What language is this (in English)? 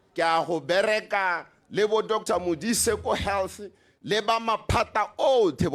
Tswana